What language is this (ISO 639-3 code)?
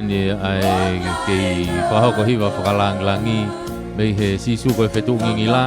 ton